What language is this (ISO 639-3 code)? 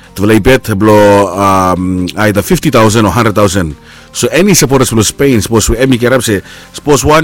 bis